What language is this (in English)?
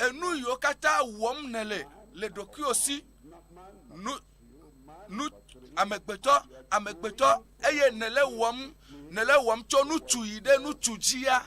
Ewe